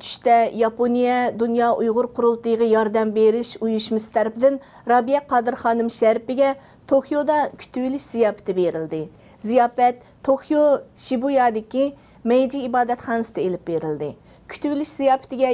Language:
Uyghur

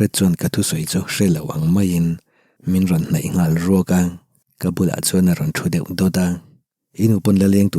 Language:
Mizo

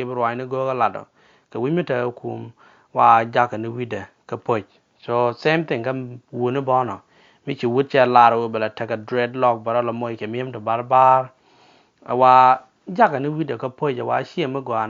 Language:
Nuer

